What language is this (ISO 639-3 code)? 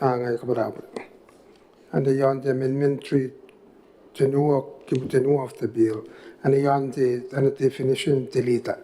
gil